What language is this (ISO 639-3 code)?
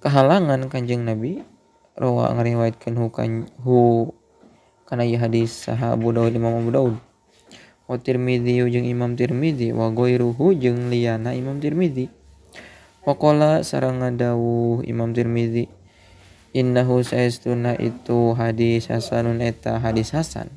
sun